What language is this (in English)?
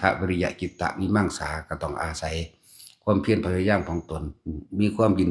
Northeastern Thai